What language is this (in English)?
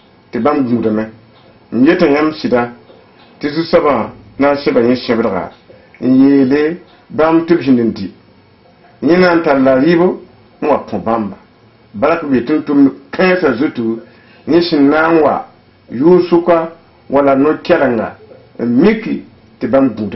Mossi